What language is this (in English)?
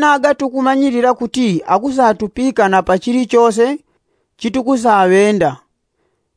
Yao